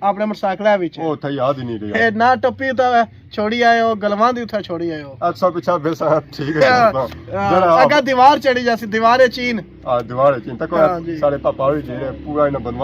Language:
Pahari-Potwari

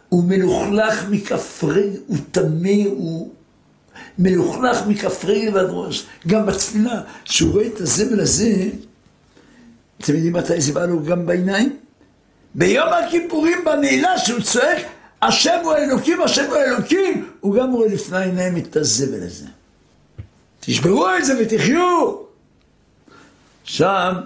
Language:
Hebrew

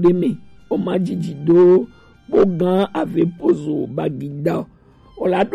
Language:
Gen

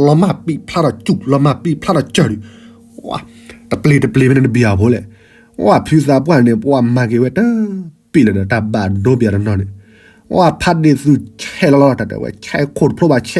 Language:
S'gaw Karen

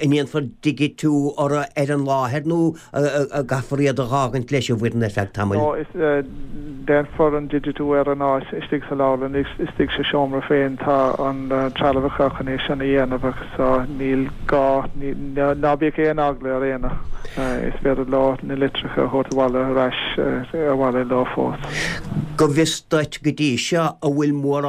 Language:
Irish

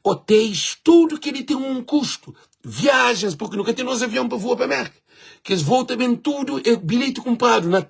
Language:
Kabuverdianu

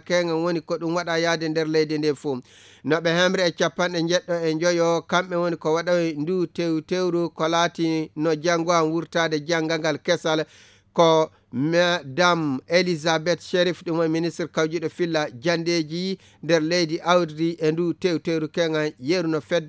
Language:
Fula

